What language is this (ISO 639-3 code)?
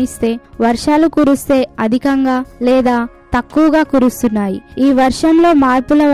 tel